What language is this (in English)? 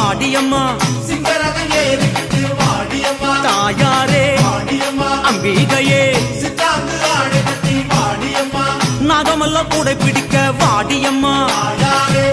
Tamil